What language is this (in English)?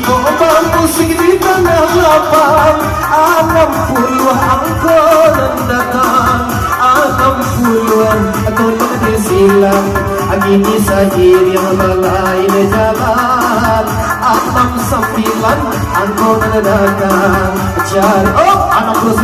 Minangkabau